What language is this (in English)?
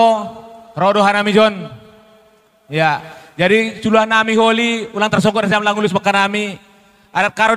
Batak Toba